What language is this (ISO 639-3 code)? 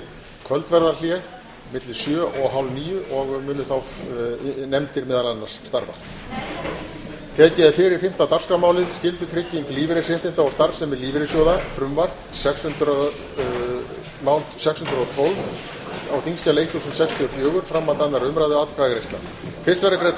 isl